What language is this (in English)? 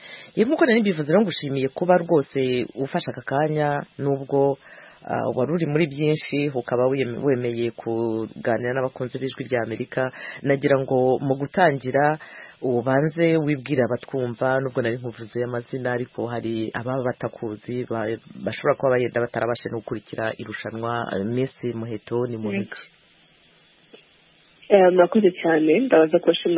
Kinyarwanda